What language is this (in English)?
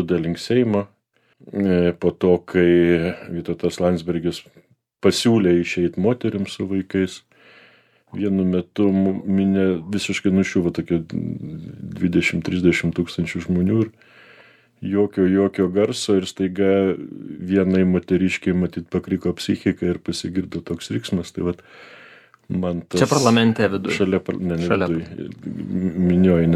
Lithuanian